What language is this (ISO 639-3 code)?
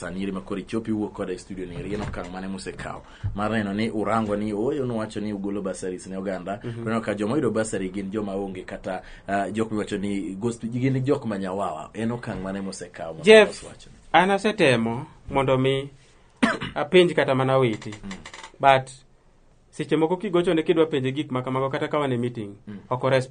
luo